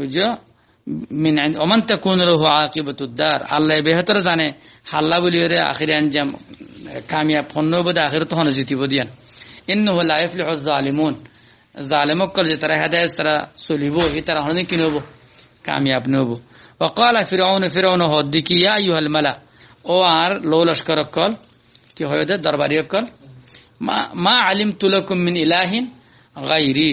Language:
Rohingya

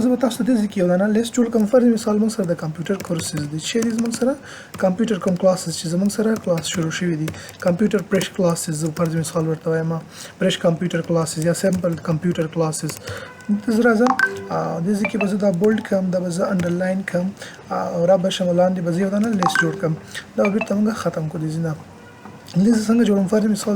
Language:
Pashto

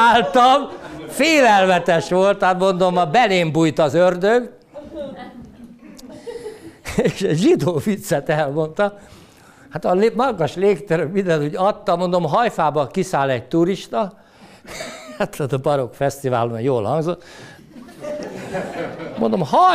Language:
Hungarian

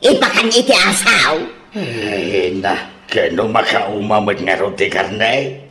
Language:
Iloko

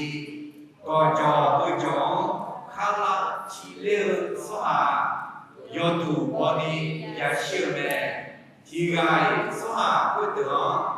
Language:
Akha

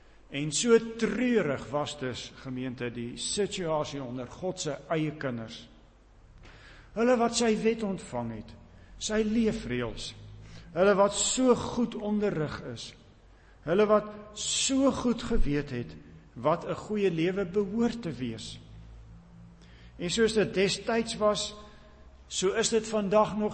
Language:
Afrikaans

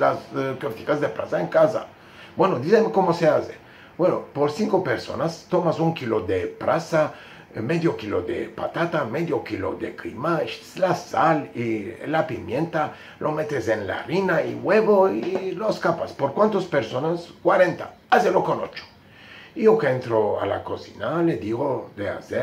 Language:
Ladino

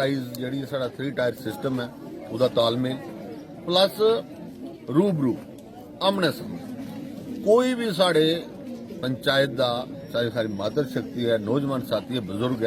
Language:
Dogri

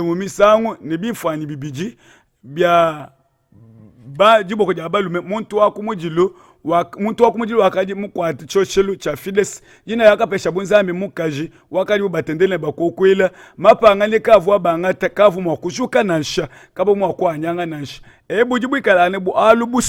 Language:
Luba-Lulua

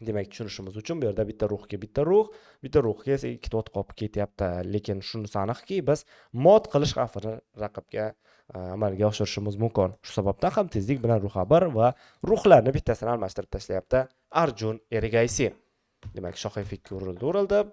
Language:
Uzbek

